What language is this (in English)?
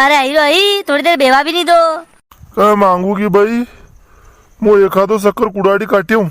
Rajasthani